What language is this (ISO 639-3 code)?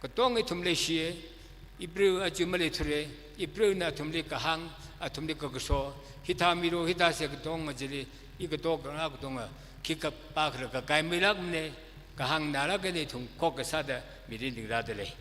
nmf